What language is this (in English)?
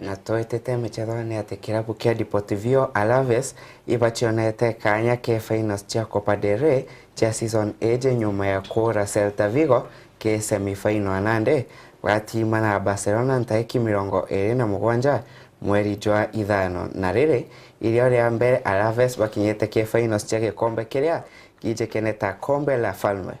Meru